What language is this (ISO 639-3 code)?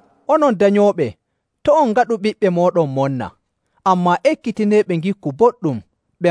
fuv